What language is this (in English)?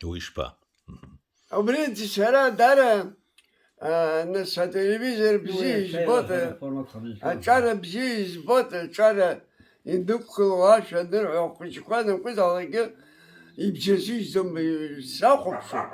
Abkhazian